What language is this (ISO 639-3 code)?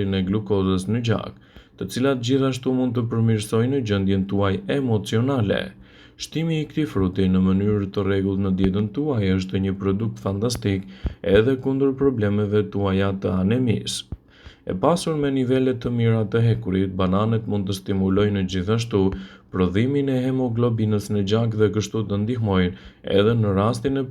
sqi